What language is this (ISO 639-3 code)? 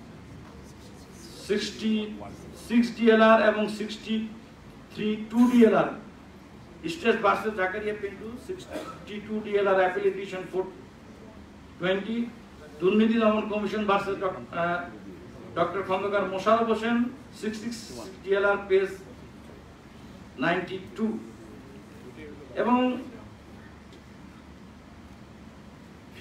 ben